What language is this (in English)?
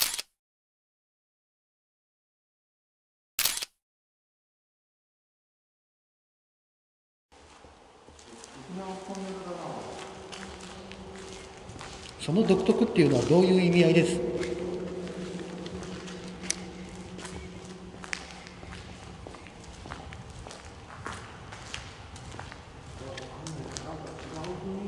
Japanese